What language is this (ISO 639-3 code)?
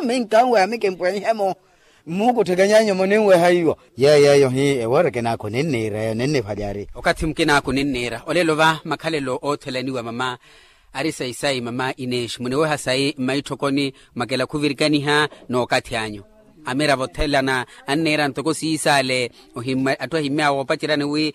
vmw